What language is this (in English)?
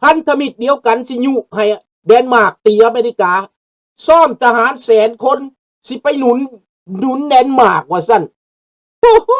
Lao